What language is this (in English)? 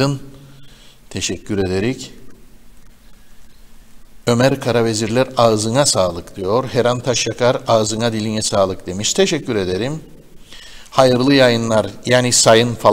Turkish